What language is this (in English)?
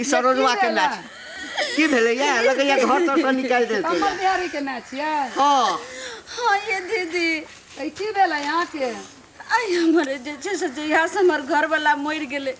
Maithili